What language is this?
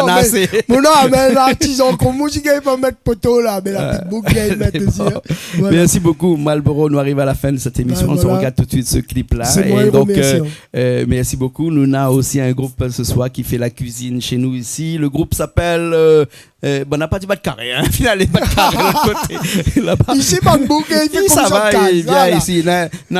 Réunion Creole French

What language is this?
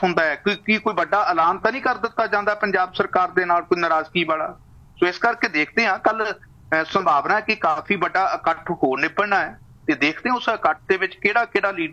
Punjabi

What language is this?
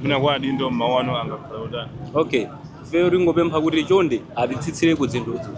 Nyanja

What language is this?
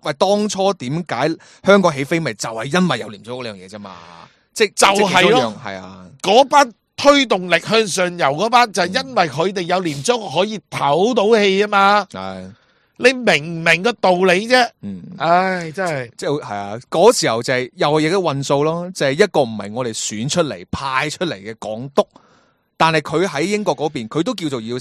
Cantonese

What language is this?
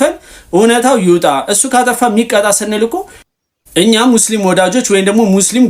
Amharic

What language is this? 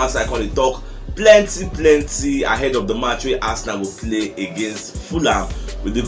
Nigerian Pidgin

